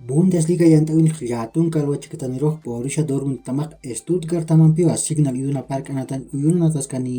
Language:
Aymara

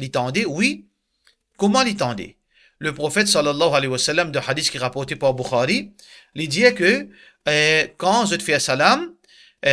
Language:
Morisyen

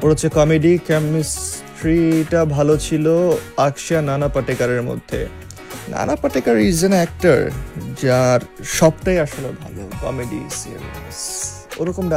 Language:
Bangla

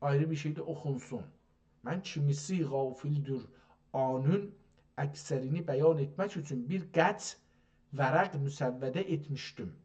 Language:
South Azerbaijani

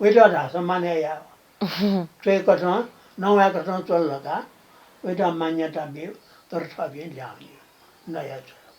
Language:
Newari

